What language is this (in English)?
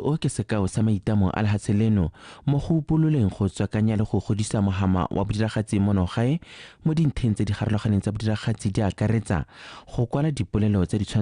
Tswana